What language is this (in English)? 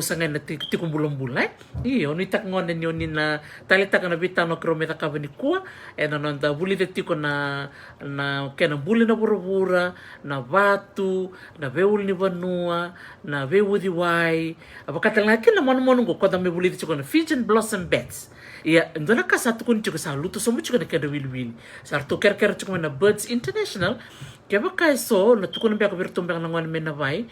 Fijian